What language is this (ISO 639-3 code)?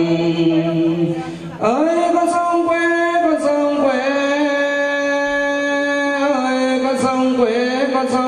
vie